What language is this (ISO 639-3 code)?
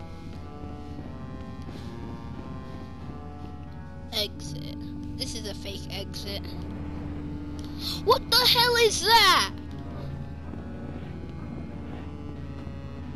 eng